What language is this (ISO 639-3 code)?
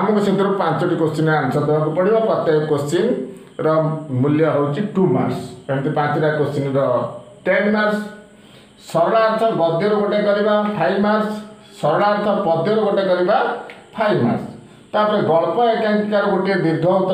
ori